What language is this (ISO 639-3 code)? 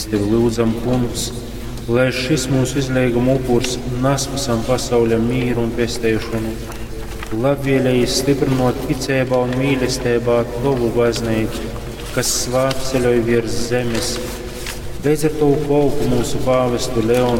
ltg